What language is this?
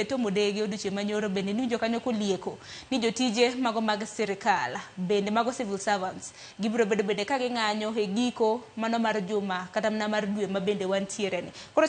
Luo (Kenya and Tanzania)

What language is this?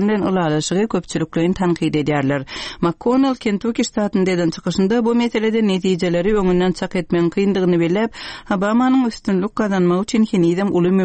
Turkmen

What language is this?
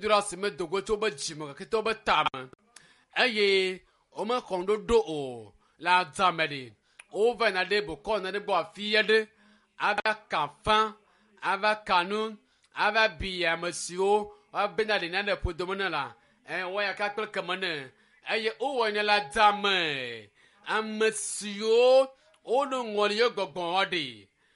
Ewe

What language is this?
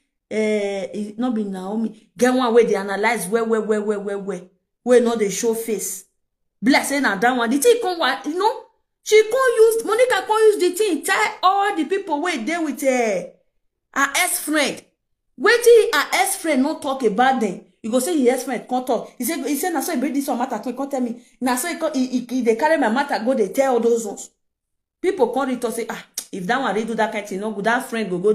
Nigerian Pidgin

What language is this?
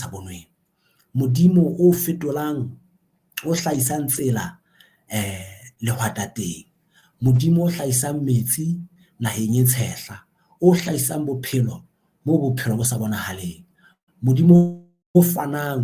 Southern Sotho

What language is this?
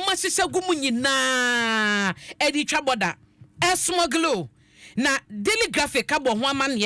Akan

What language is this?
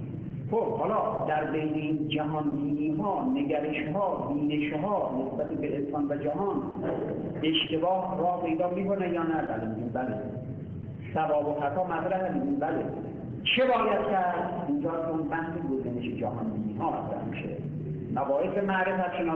Persian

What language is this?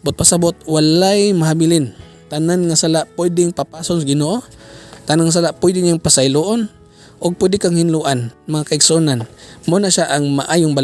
Cebuano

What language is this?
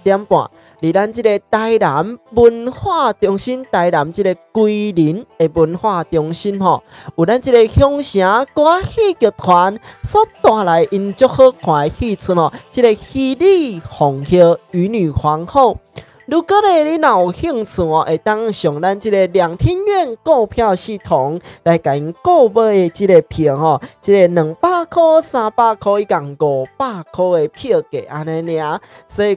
Min Nan Chinese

